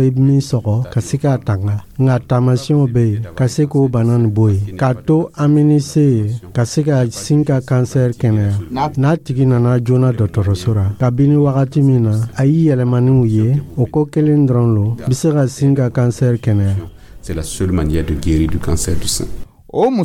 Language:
Dyula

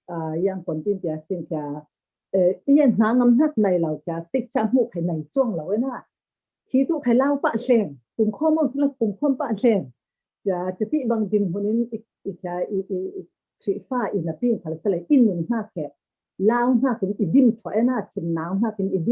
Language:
Falam Chin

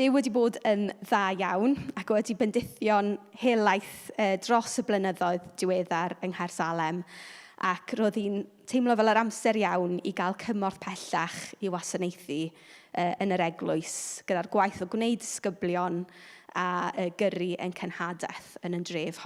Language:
Welsh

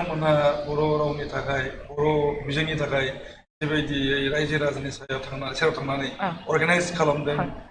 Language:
Bodo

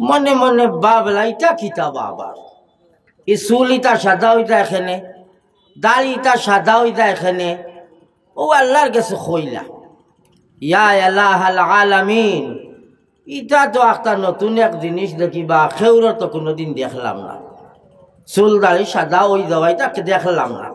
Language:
Sylheti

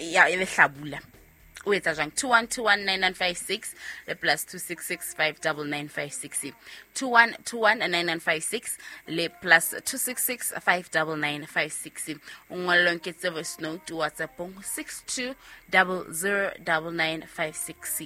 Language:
Southern Sotho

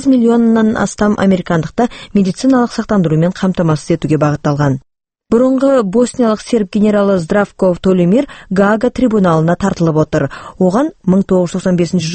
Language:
Kazakh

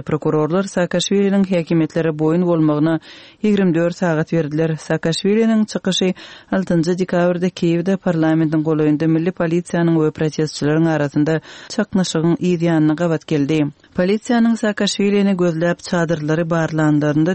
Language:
Kyrgyz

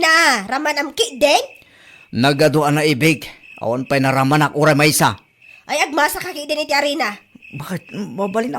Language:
Iloko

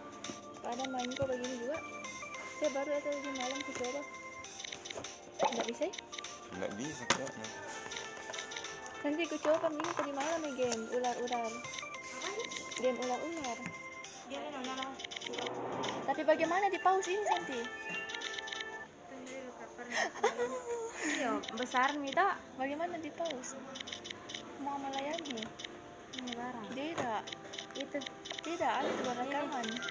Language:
Indonesian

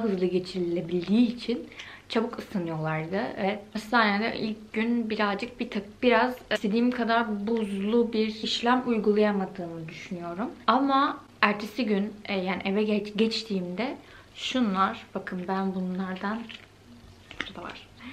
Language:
Turkish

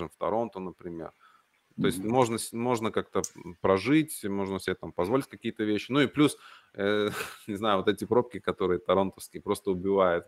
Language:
Russian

